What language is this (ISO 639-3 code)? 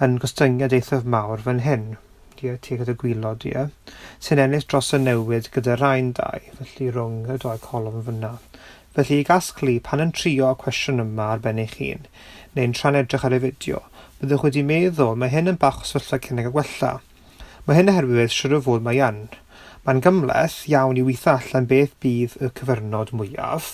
cym